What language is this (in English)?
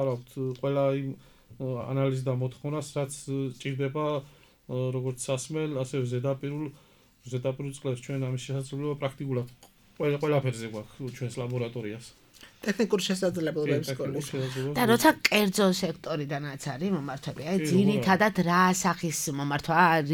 Georgian